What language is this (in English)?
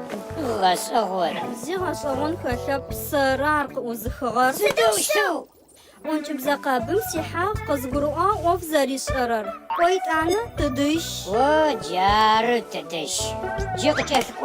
Adyghe